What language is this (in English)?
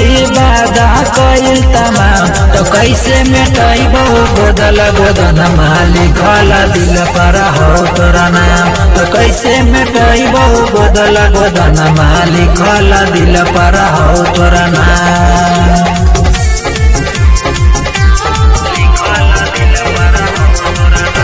Bhojpuri